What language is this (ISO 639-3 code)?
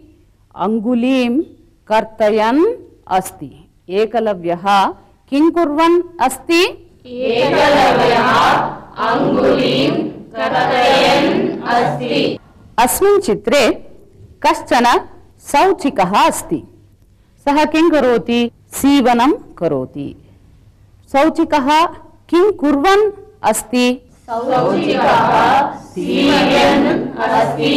san